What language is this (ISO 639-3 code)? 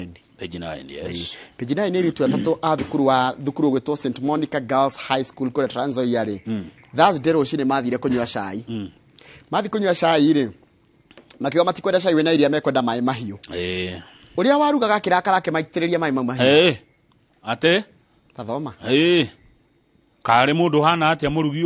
kik